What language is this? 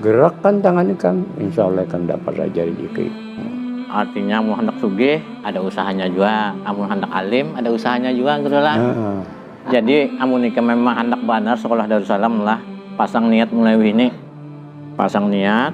Banjar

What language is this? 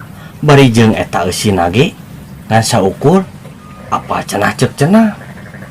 Sundanese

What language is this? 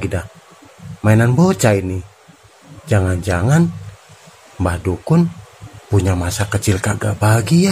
Betawi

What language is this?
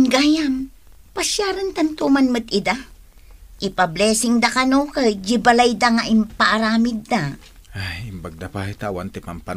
Iloko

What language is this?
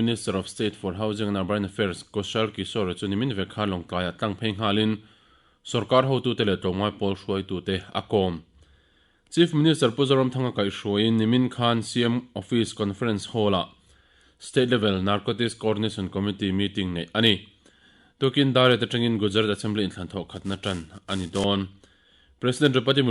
Mizo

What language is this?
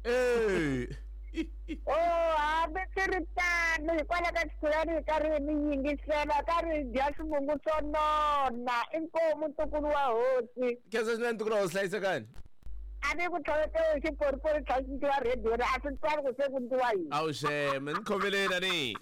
Tsonga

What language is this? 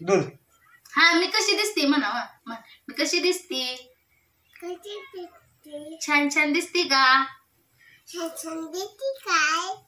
Marathi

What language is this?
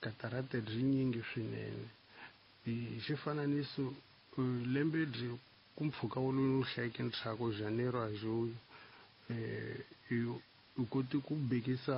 Tsonga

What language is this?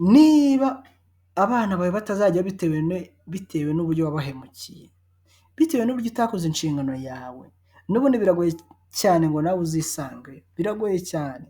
Kinyarwanda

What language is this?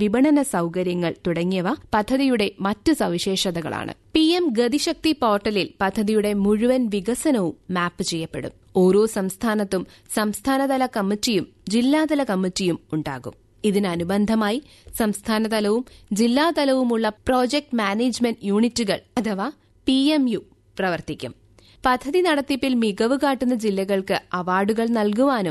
Malayalam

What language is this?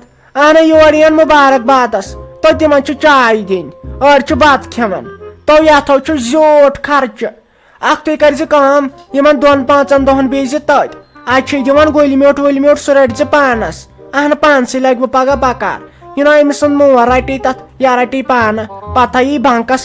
Kashmiri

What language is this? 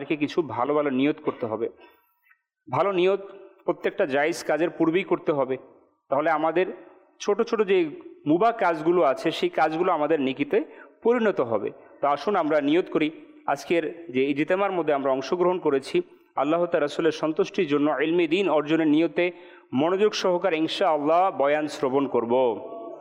Bangla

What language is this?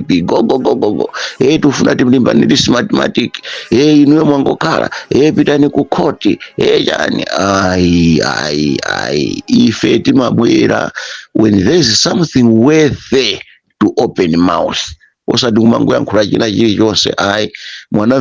Nyanja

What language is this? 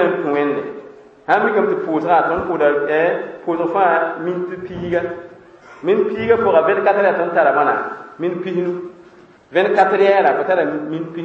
Mossi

